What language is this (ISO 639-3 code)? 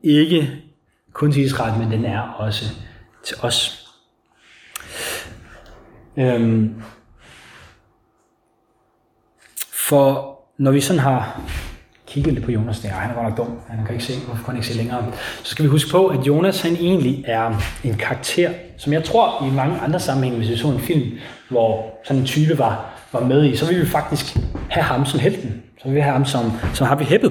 dan